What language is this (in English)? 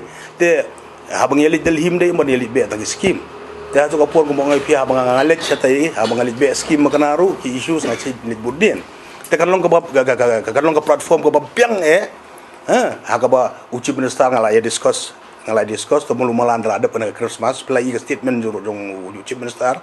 Khasi